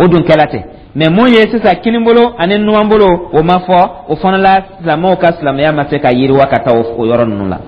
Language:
Dyula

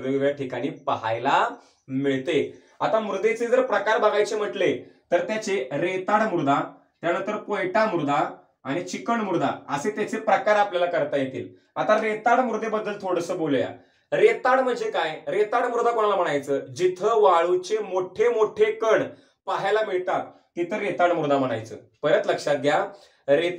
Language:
Marathi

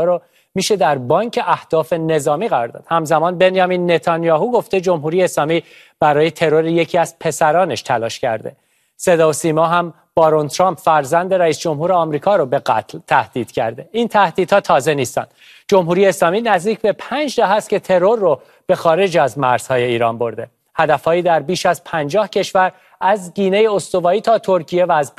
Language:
Persian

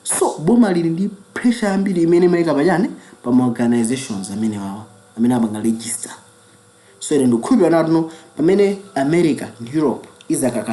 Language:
Nyanja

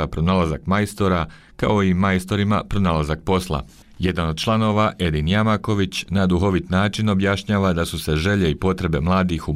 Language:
Bosnian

